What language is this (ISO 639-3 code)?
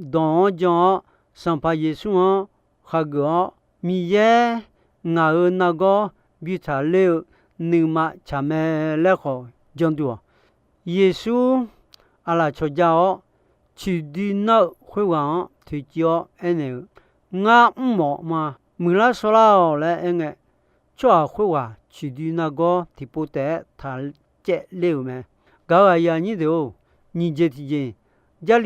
ahk